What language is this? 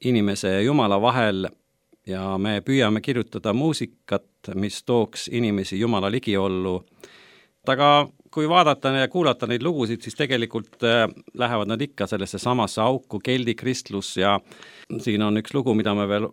Estonian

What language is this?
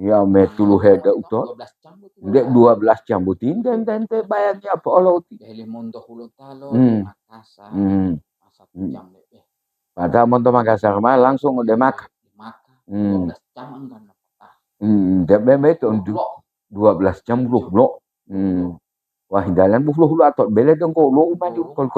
Gorontalo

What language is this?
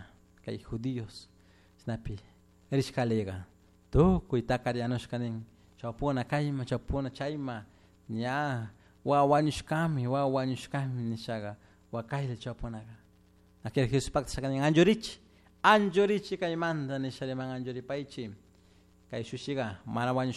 Chimborazo Highland Quichua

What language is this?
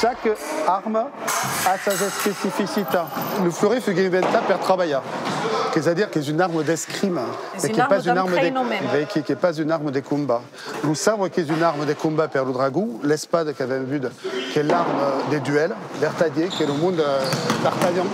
Occitan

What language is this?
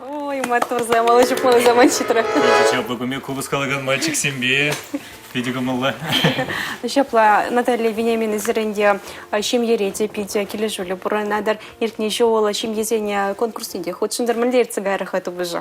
Chuvash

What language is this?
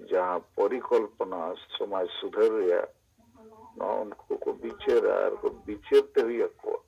Santali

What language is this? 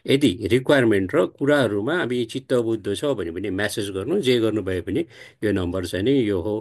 Nepali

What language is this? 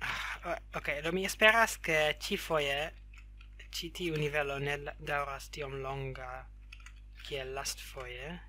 Esperanto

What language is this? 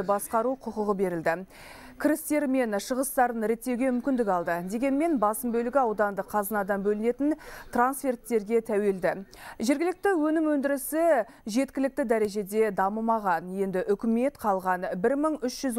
Kazakh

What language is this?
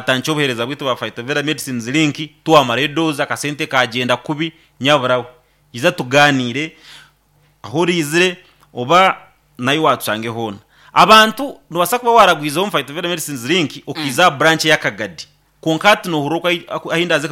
Nyankole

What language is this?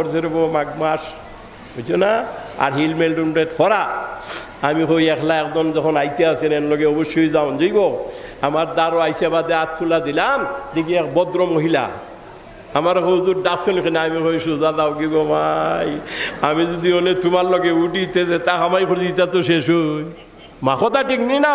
Sylheti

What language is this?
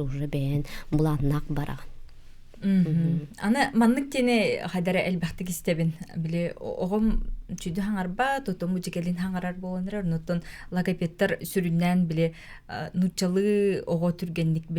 Yakut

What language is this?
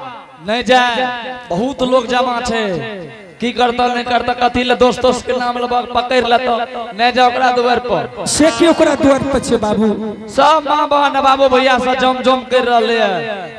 Angika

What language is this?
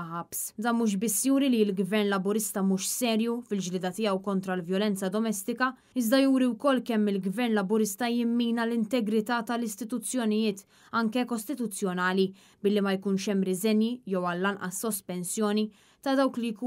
Maltese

